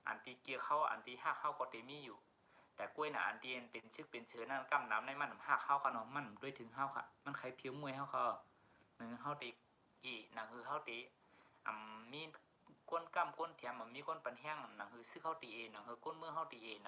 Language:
Shan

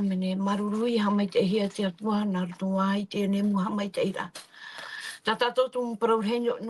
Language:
Tahitian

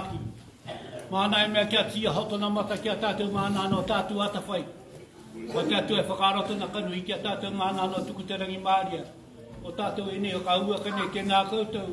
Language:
Māori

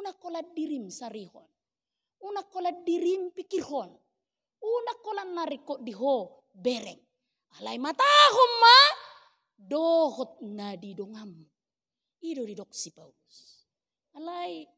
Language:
Batak Toba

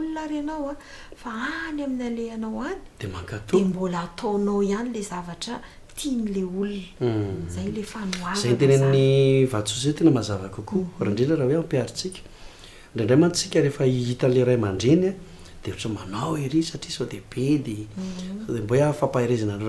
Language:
Malagasy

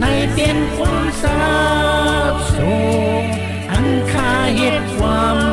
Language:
Shan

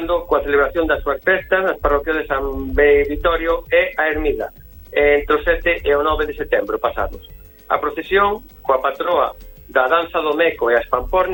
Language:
Galician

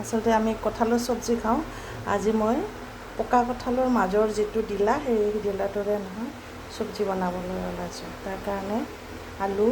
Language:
Assamese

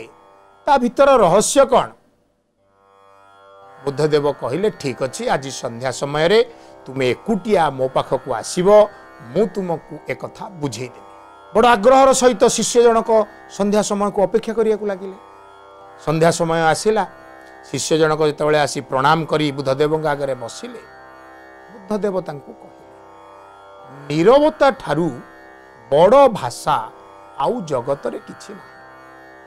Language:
Odia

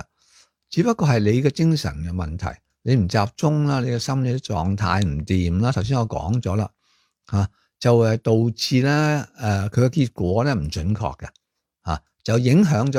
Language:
Cantonese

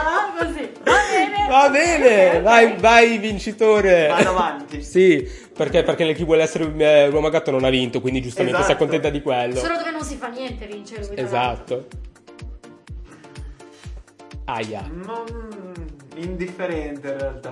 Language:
Italian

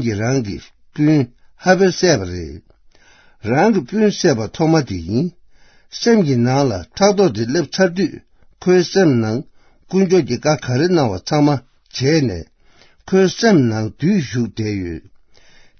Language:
Tibetan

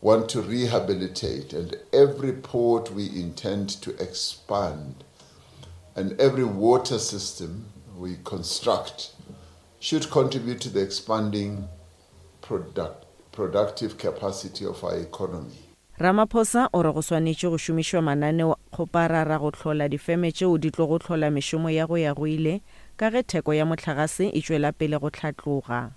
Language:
Northern Sotho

